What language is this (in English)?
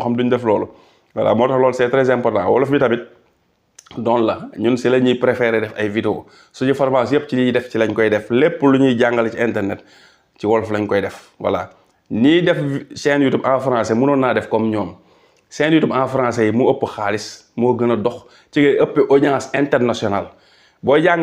Wolof